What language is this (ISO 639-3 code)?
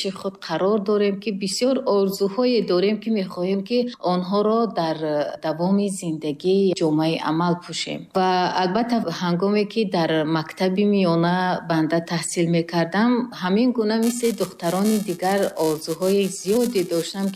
tgk